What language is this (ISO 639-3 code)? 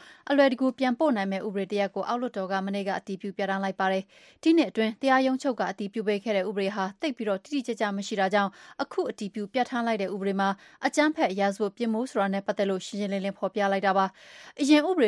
mya